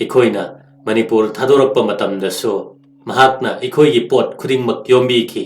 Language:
Manipuri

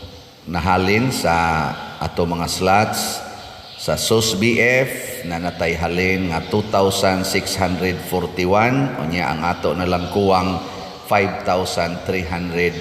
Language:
Cebuano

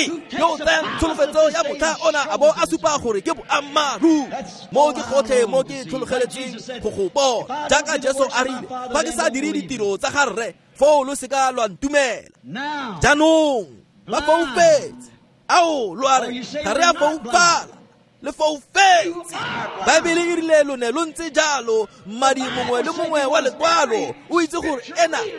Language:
Tswana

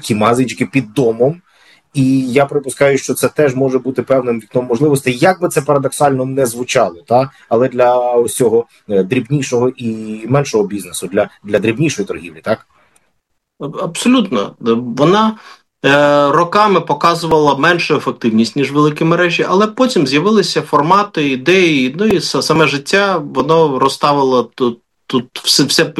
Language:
Ukrainian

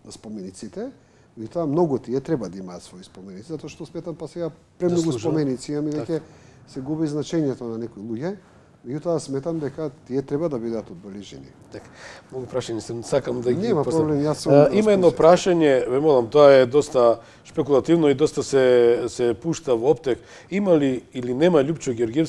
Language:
Macedonian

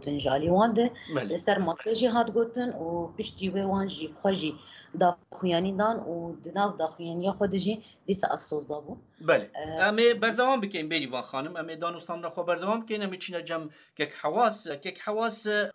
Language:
Kurdish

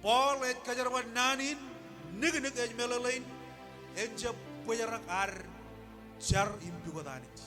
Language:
Marshallese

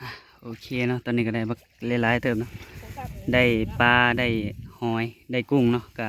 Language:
Northeastern Thai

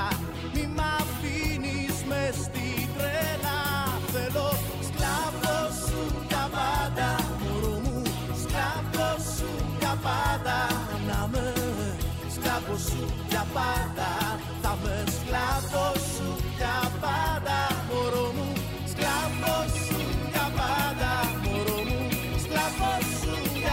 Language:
Greek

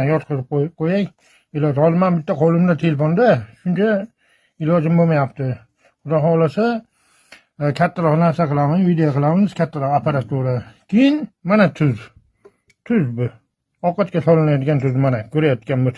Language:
Uzbek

